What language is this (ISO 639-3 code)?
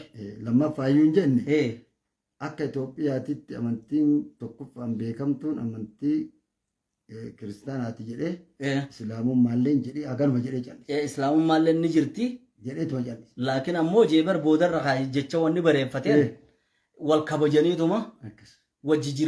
orm